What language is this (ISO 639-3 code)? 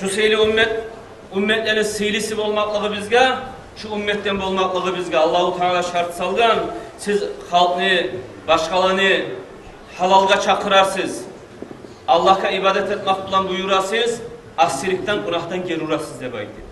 kum